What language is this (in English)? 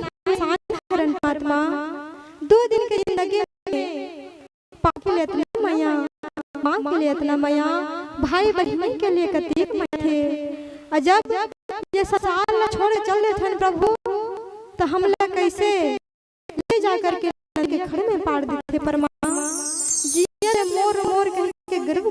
Chhattisgarhi